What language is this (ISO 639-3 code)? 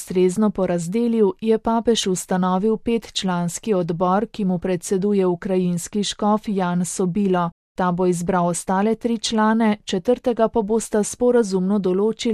slv